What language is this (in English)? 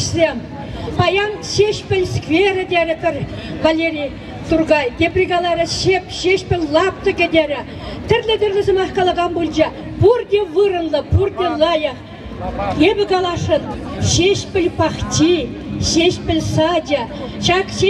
Chuvash